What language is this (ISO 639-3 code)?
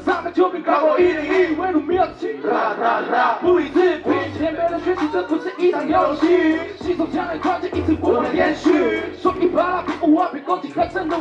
zho